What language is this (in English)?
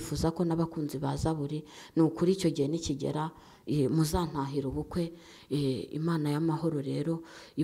Kinyarwanda